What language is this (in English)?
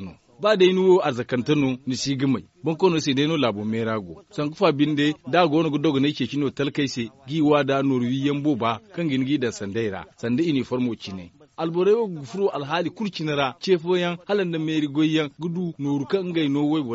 Zarma